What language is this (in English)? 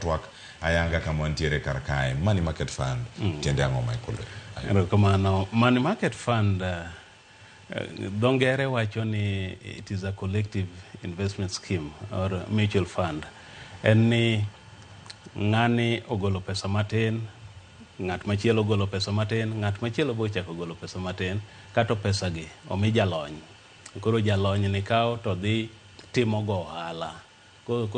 Luo (Kenya and Tanzania)